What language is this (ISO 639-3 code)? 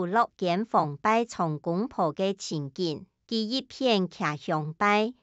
hak